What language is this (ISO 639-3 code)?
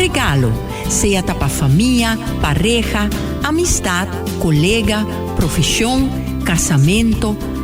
pap